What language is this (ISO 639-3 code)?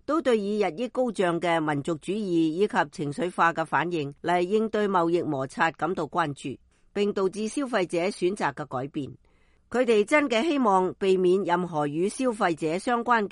yue